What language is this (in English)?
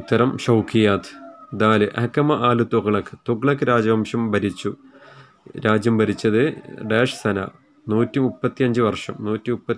Malayalam